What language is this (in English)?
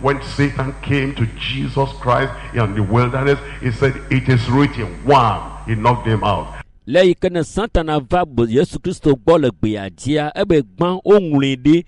Ewe